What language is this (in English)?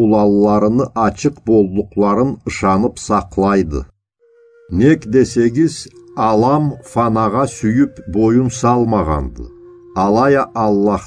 Karachay-Balkar